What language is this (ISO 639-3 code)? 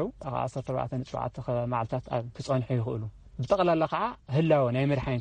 tir